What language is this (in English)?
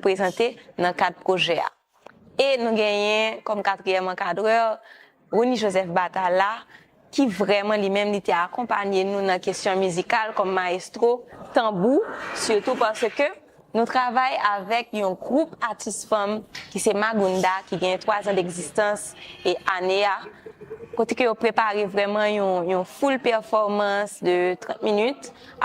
Haitian Creole